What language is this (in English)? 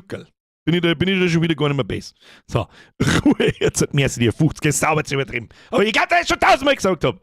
Bavarian